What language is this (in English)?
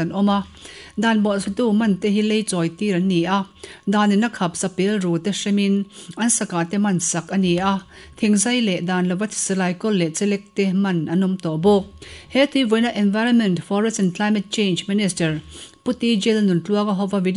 Mizo